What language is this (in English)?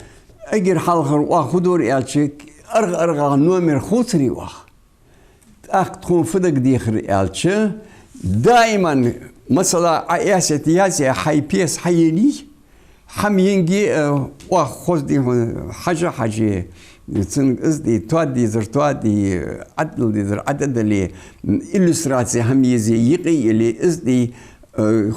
Ingush